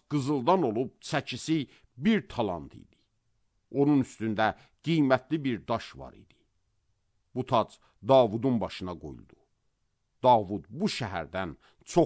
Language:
Azerbaijani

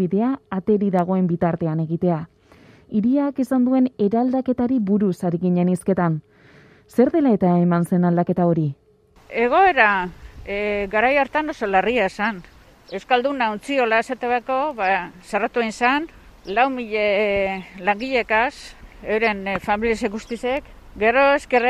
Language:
Basque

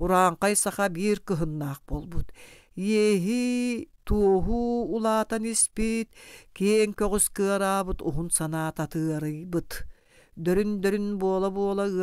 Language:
Yakut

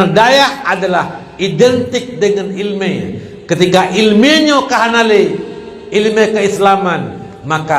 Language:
Achinese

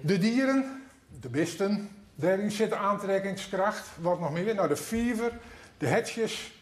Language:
Western Frisian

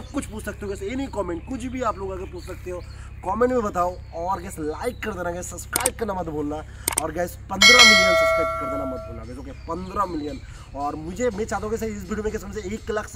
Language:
Hindi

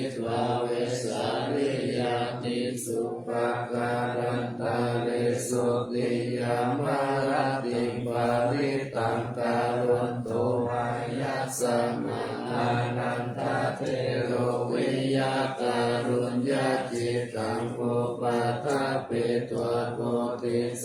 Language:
Pali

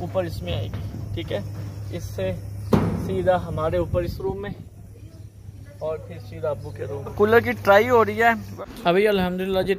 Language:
Hindi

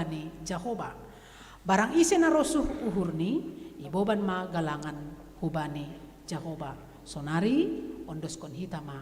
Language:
Batak Simalungun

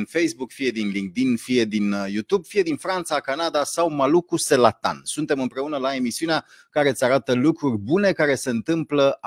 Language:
Romanian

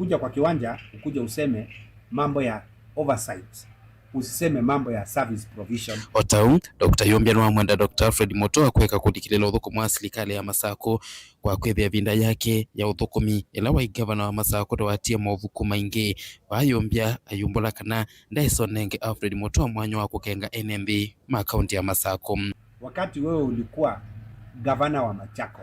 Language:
Kamba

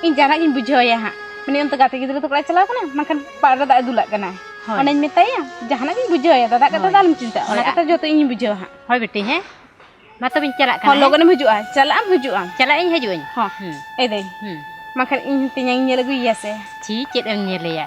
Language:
Santali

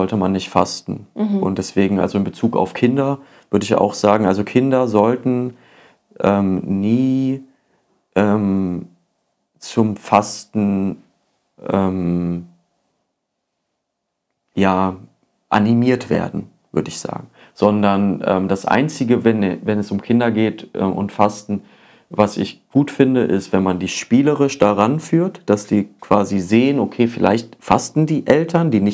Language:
German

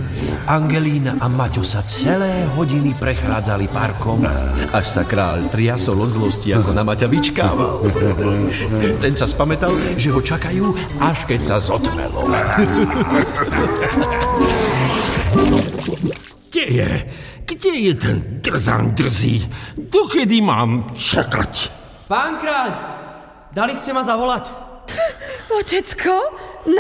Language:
Slovak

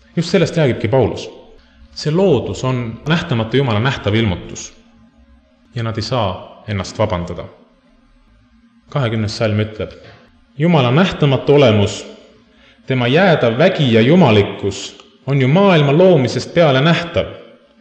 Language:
Estonian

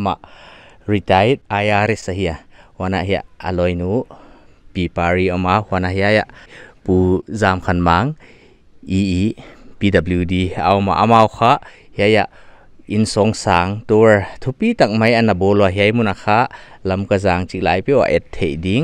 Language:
Paite Chin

